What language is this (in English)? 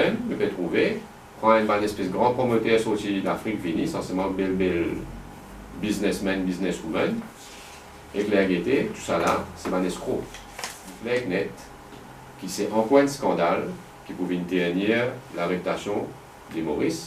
Morisyen